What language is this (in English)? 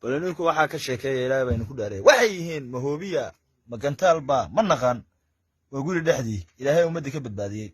Somali